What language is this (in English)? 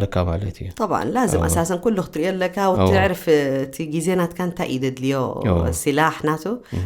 Tigrinya